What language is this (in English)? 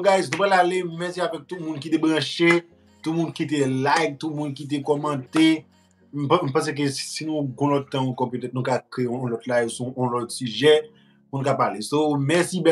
Haitian Creole